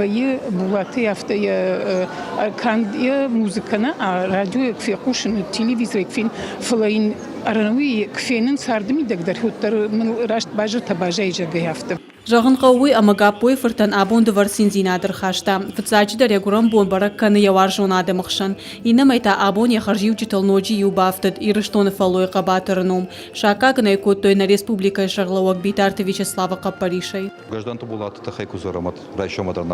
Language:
Ossetic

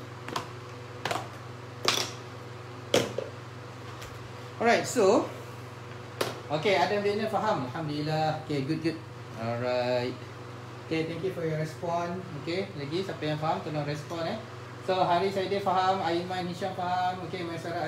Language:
Malay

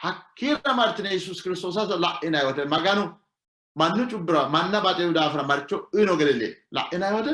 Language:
Sidamo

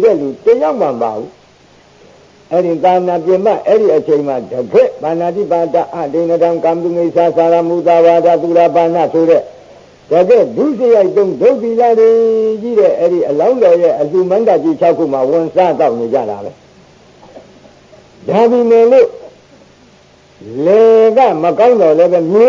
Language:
Burmese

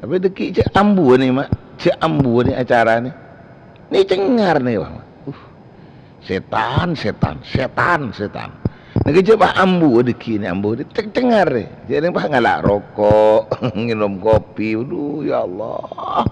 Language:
Madurese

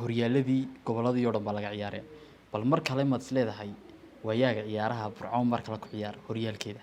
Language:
Somali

